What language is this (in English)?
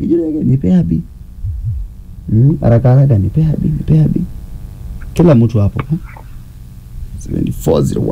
Swahili